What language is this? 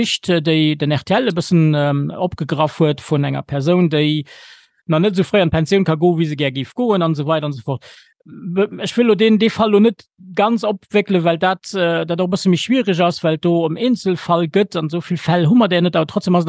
Luxembourgish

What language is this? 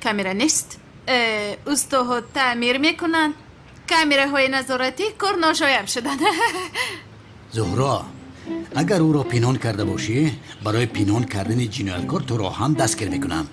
Tajik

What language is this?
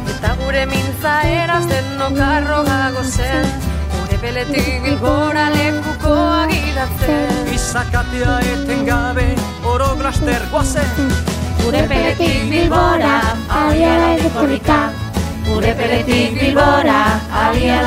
Basque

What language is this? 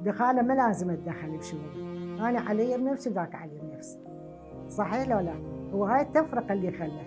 Mesopotamian Arabic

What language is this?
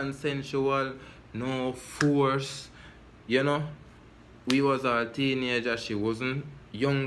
Jamaican Creole English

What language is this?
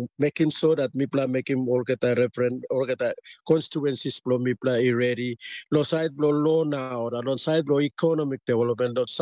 Tok Pisin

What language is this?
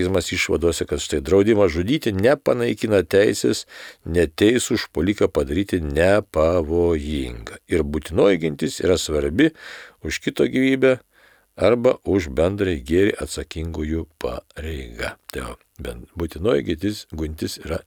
Lithuanian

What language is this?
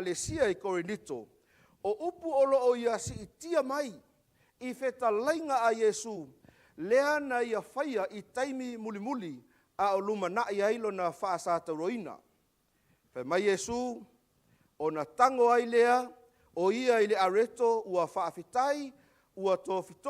Samoan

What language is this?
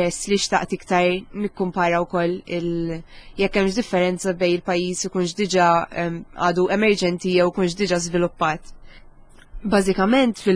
Maltese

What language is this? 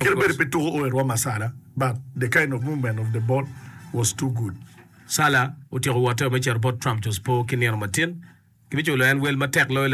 Acoli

